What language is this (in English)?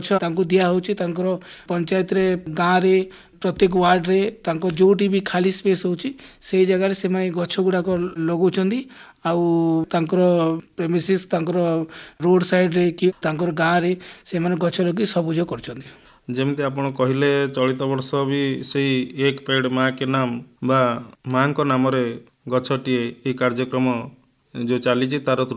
Odia